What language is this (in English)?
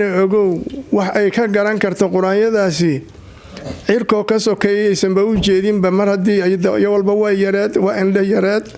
Somali